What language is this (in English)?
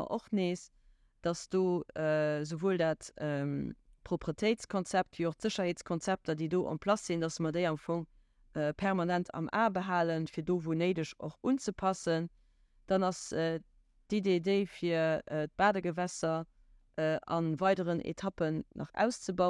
Luxembourgish